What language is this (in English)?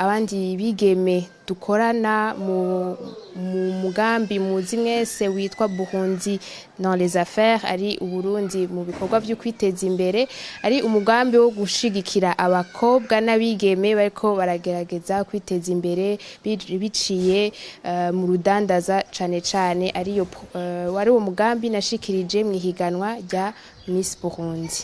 Rundi